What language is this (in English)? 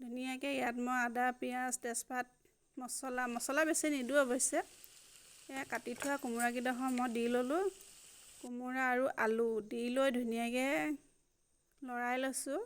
Assamese